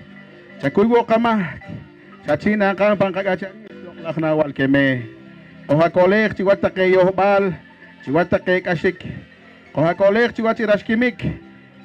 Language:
Poqomchi'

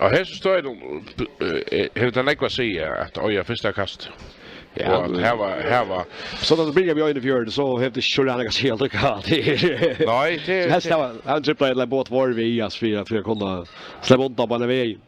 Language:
Faroese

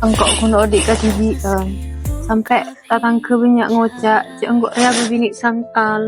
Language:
Madurese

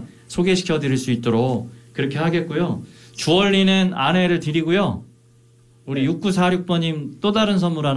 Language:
Korean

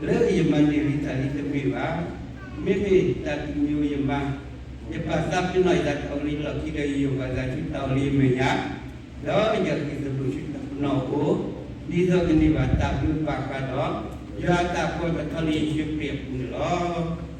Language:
S'gaw Karen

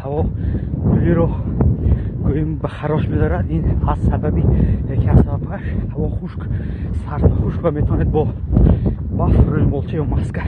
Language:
Tajik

